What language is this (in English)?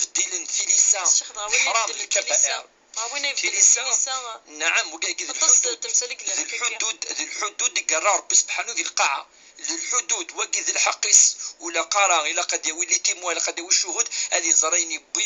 Kabyle